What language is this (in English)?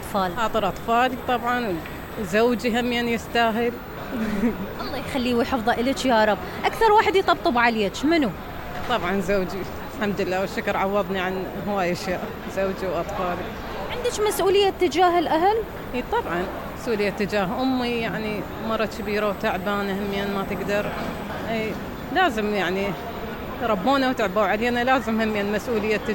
Mesopotamian Arabic